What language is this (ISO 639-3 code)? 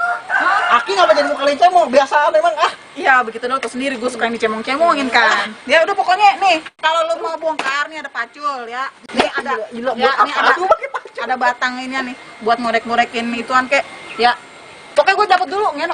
bew